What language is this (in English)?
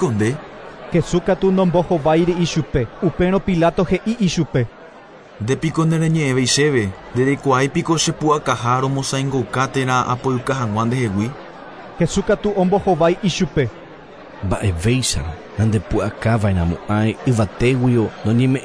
Guarani